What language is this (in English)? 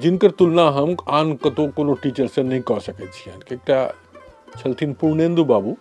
Maithili